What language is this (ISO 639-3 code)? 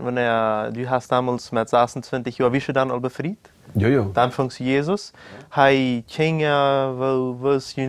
pdt